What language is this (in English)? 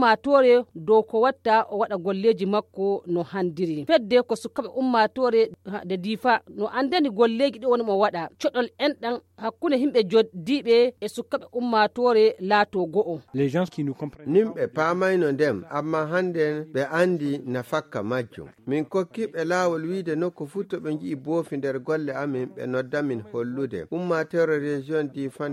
Fula